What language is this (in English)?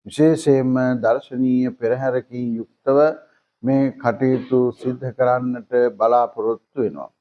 Sinhala